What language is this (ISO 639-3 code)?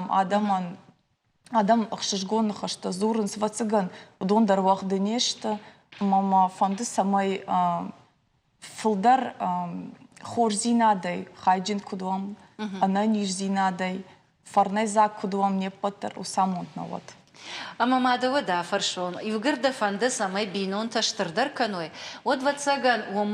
oss